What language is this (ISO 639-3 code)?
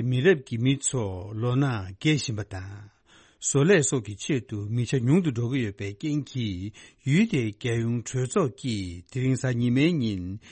bod